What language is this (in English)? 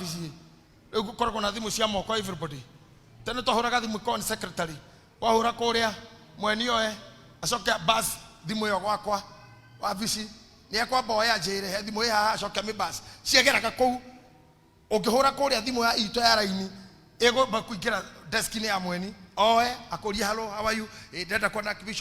Kikuyu